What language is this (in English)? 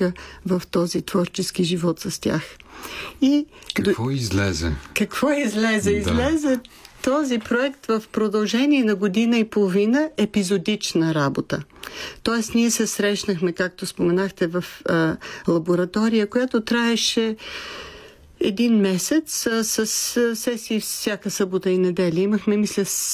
Bulgarian